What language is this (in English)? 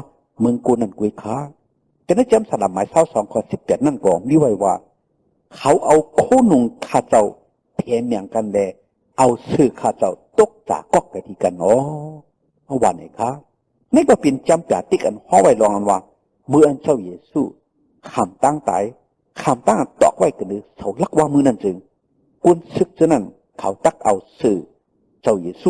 Shan